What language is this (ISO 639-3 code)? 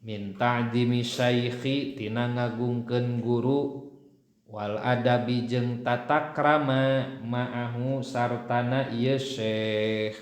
sun